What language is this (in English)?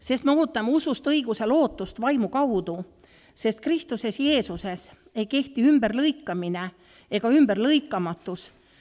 Estonian